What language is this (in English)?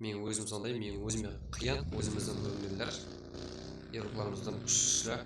Kara-Kalpak